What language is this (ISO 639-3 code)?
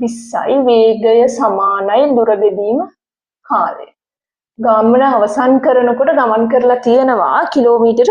sin